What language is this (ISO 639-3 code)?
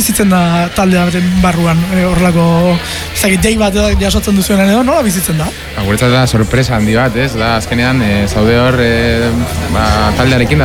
eus